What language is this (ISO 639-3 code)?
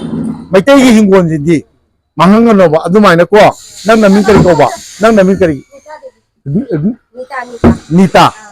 mni